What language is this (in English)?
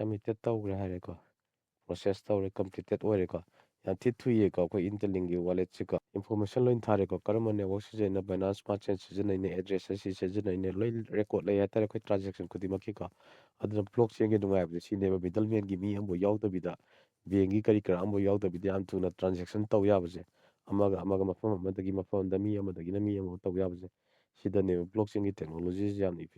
Manipuri